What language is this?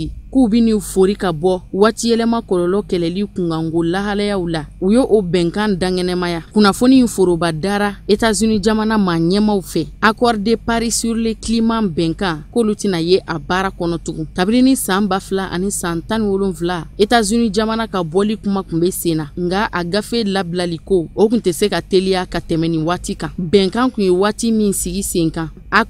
Bambara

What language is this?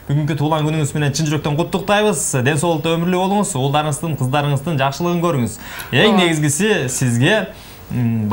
Kyrgyz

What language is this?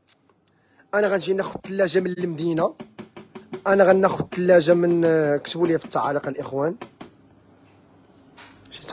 Moroccan Arabic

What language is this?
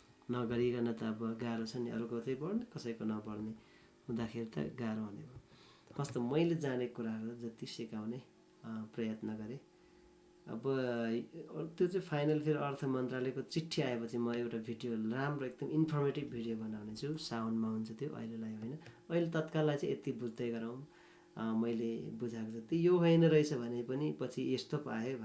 Nepali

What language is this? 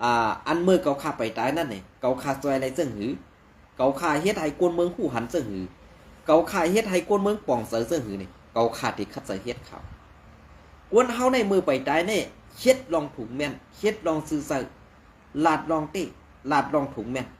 Shan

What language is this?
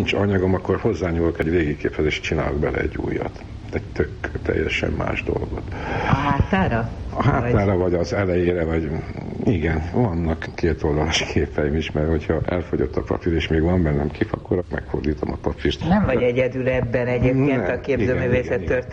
Hungarian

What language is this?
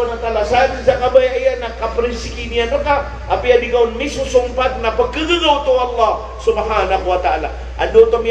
Maranao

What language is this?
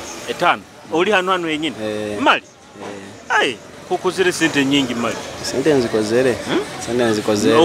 Nyoro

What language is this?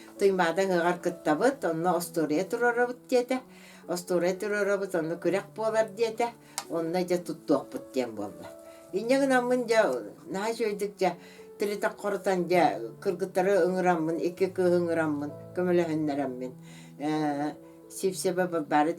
Yakut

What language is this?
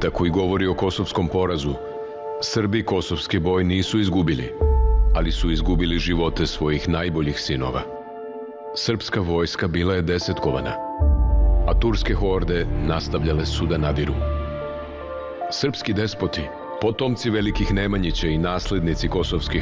Serbian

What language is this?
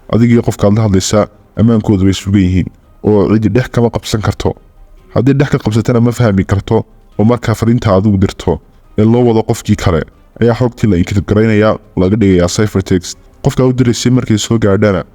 Somali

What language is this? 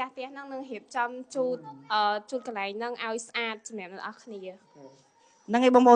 Khmer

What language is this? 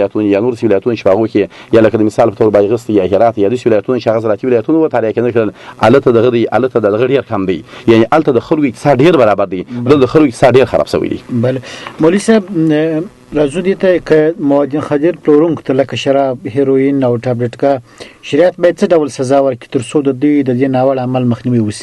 Pashto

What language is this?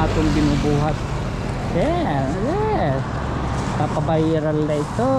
Waray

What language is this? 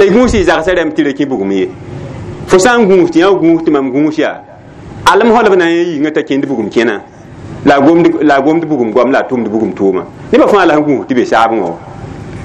Mossi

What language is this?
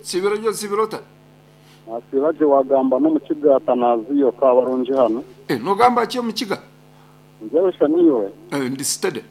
Nyankole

